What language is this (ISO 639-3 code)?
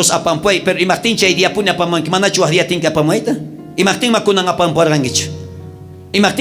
quh